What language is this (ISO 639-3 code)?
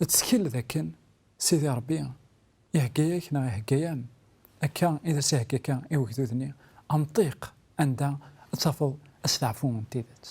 kab